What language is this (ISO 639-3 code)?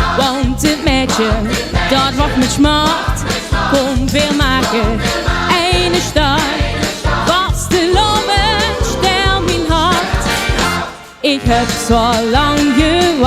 lim